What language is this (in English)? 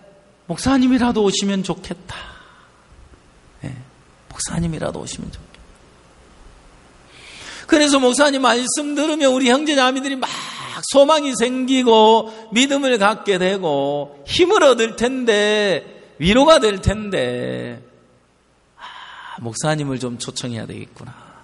Korean